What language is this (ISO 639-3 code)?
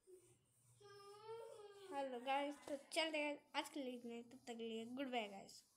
hin